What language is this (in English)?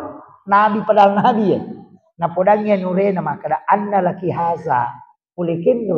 Buginese